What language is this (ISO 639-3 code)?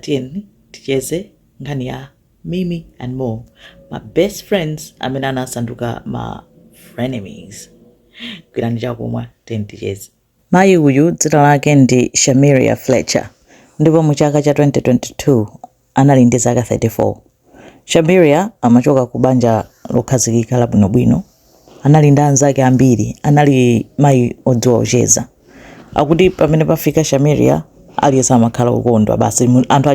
nya